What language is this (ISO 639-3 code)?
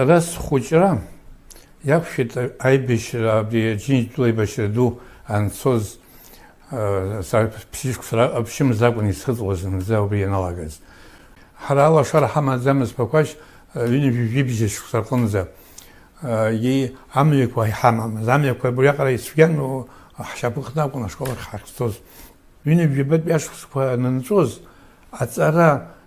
abk